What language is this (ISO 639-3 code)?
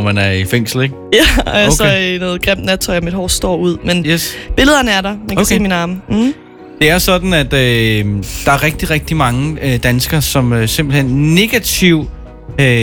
dan